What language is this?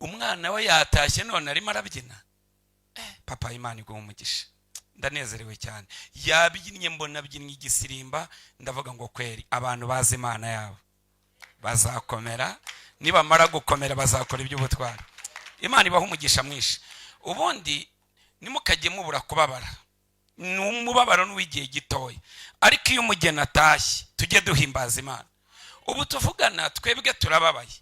Kinyarwanda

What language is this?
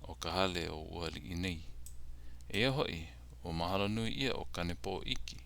Hawaiian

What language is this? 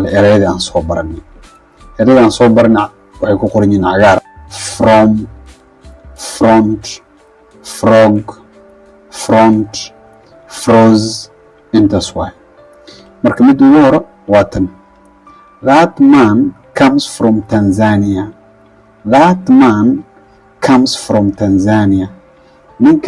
Somali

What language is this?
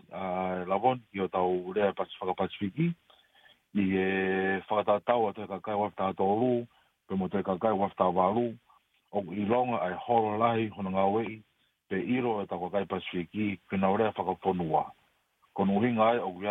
Tongan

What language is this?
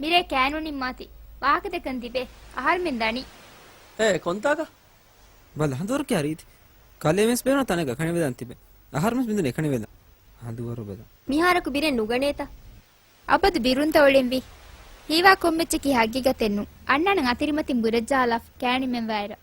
Divehi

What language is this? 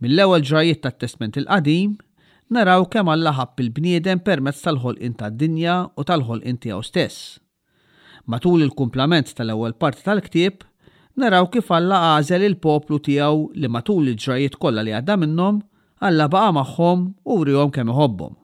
Maltese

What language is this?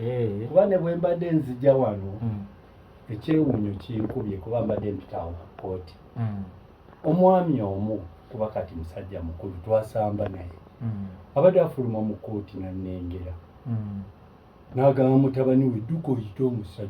Ganda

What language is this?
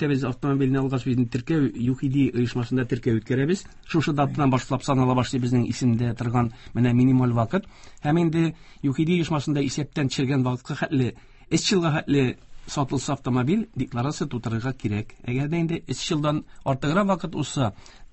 Tatar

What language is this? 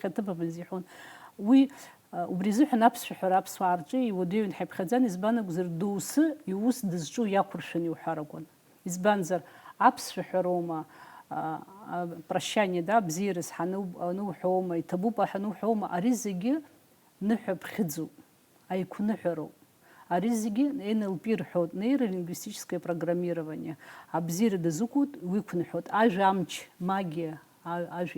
Abkhazian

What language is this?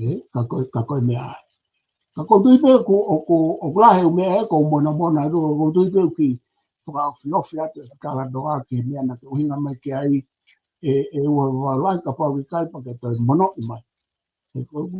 Tongan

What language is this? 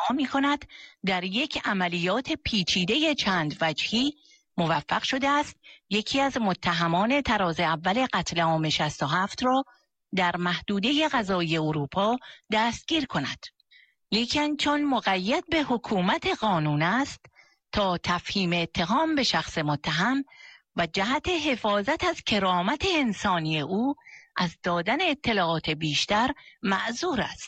Persian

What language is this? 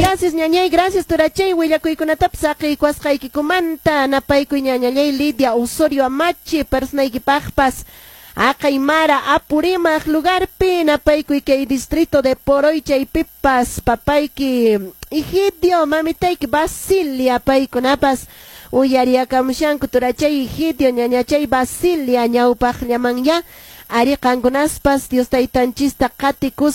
Quechua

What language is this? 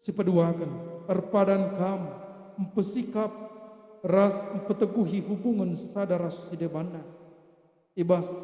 Batak Karo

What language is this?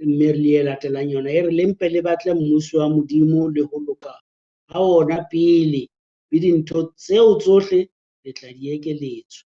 Southern Sotho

